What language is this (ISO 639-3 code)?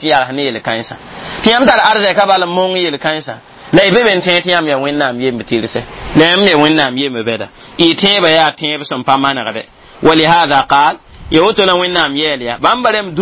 mos